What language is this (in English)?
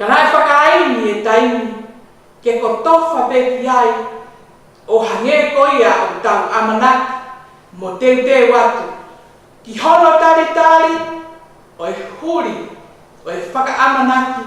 Tongan